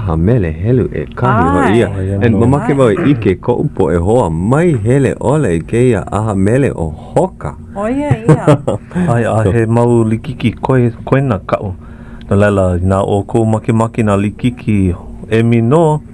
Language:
Hawaiian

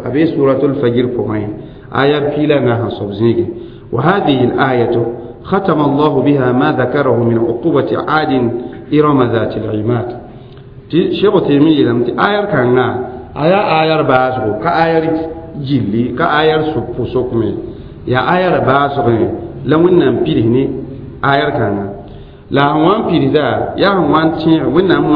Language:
Mossi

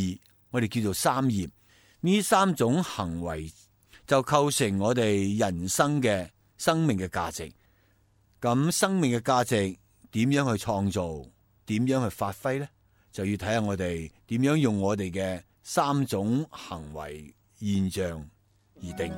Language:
Cantonese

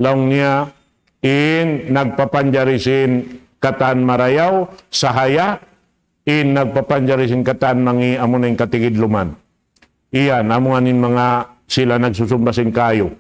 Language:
Tausug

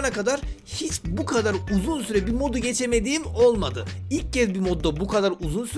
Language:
Turkish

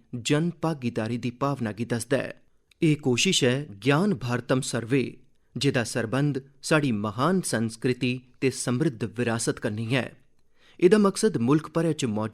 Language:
Dogri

